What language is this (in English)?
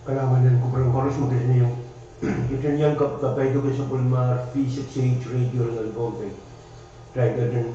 Pohnpeian